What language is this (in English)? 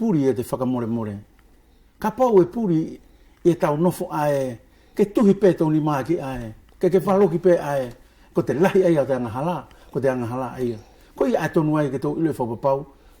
Wallisian